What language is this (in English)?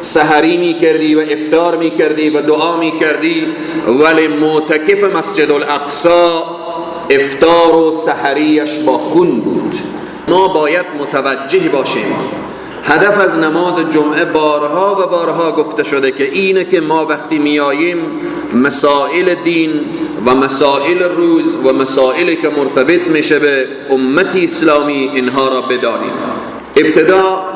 Persian